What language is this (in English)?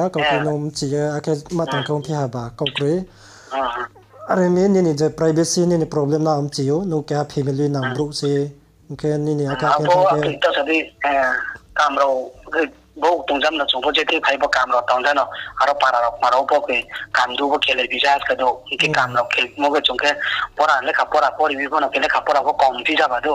Riang (India)